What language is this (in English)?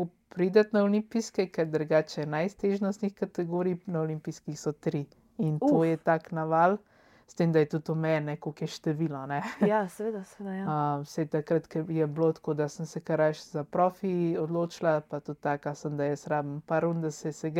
Slovenian